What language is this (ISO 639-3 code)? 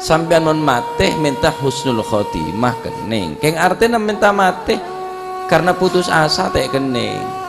mad